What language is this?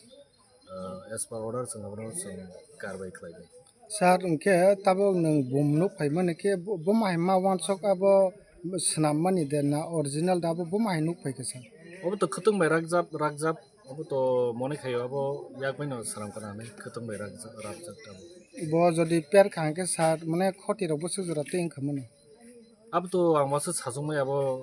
Kok Borok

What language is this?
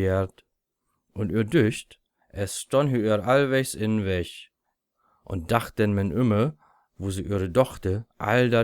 Low German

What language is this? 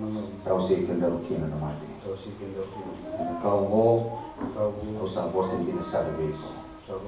Fijian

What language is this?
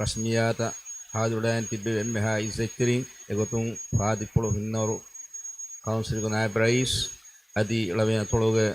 Divehi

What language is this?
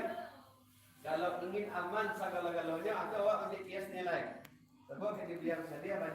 Minangkabau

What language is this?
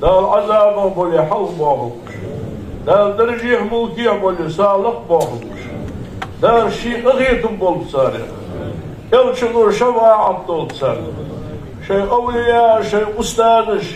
Ingush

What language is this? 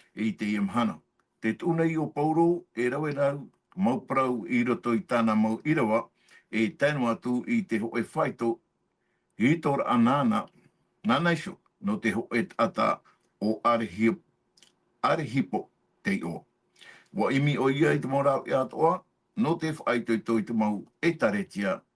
Tahitian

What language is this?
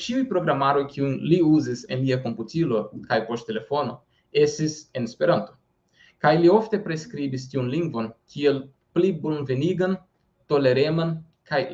Esperanto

